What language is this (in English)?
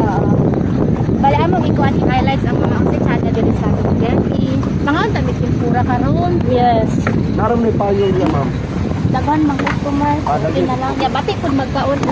Cebuano